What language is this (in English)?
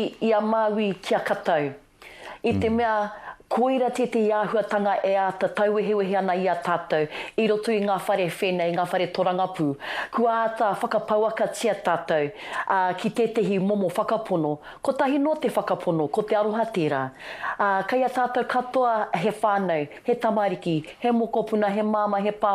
Māori